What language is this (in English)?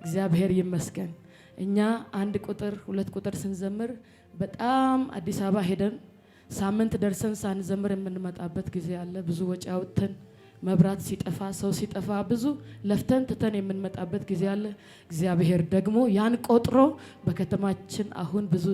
Amharic